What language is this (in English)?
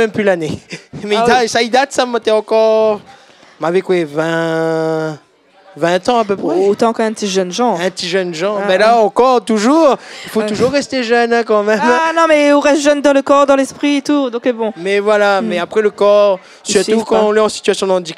Réunion Creole French